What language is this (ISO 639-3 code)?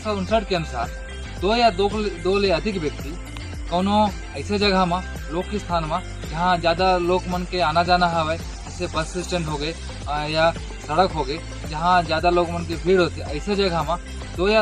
hne